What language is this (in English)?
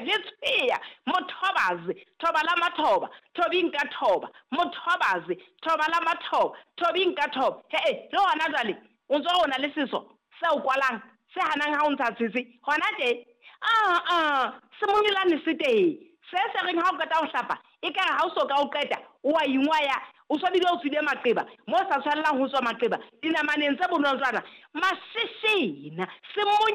Southern Sotho